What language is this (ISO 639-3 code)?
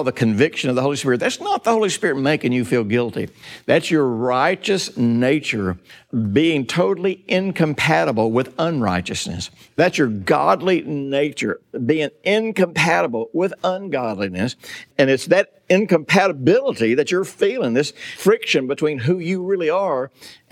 eng